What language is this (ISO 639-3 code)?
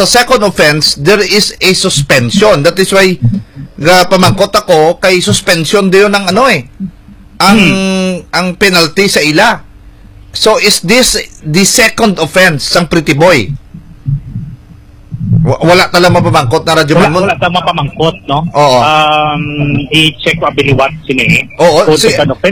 hil